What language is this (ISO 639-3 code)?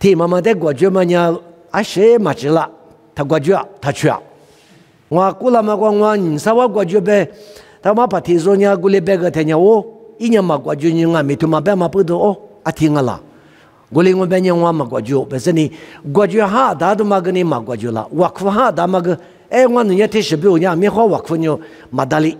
lis